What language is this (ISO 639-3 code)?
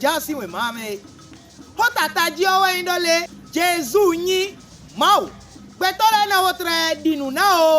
fon